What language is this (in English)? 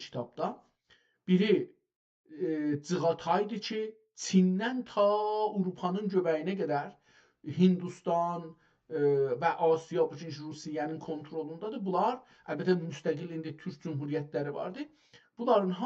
South Azerbaijani